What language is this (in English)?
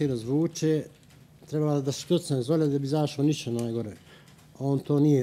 Bosnian